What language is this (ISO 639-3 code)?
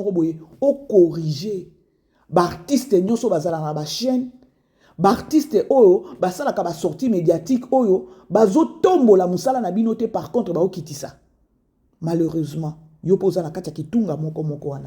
lin